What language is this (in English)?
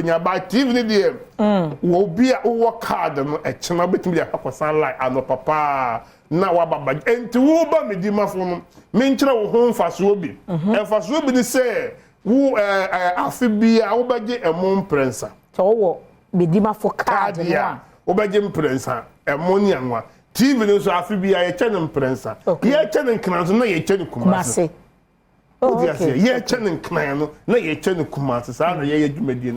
Akan